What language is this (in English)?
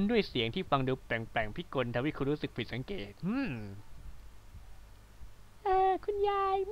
Thai